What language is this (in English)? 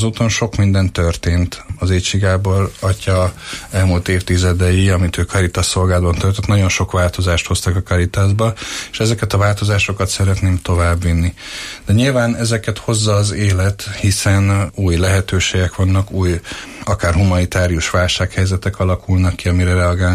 Hungarian